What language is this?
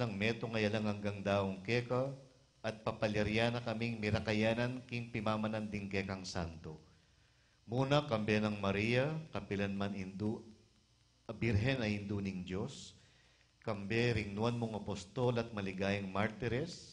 Pampanga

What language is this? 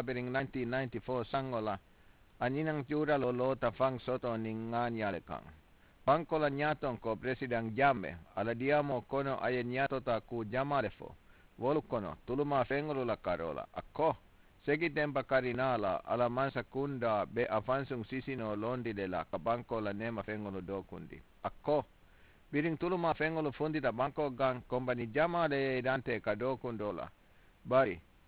Mandingo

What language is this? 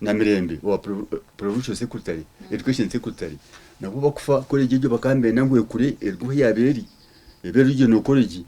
Nyankole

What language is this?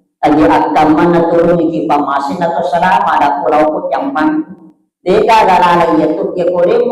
Buginese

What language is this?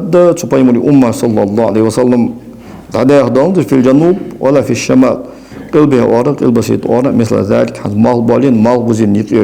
Ingush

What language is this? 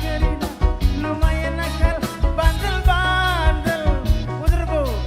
Batak Karo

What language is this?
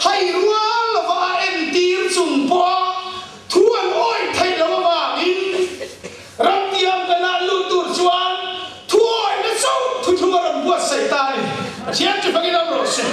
Mizo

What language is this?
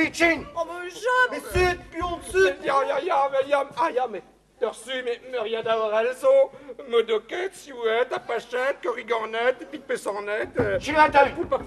Breton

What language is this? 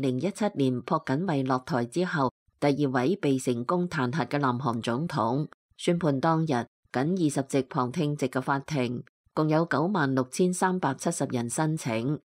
Cantonese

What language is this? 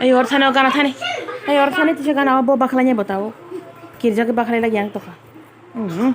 Kok Borok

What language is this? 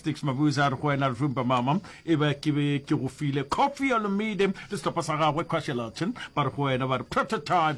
Northern Sotho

